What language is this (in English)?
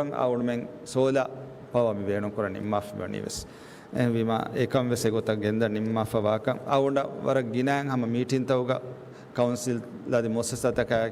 Divehi